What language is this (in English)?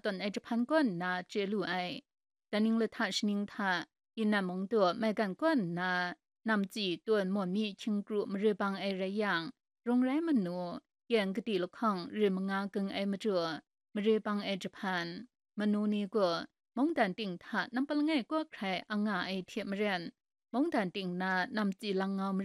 Kachin